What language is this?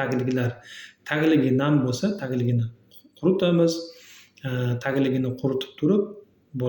Uzbek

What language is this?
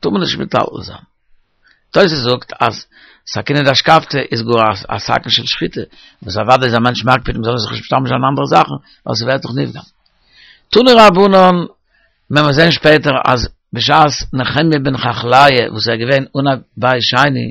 Yiddish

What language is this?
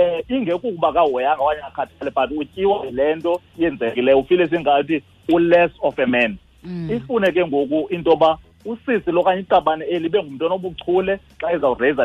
Xhosa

